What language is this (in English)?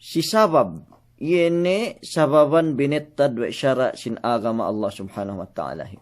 Yakan